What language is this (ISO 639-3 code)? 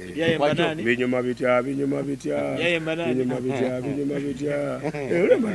xog